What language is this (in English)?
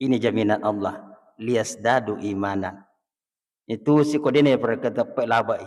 Buginese